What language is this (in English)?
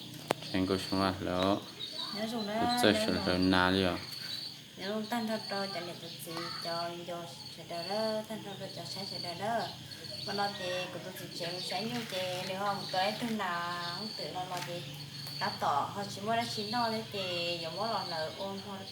Hmong